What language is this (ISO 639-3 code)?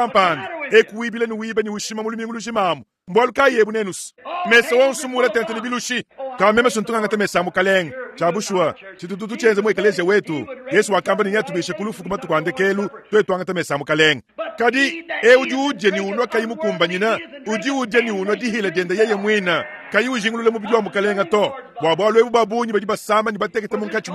lua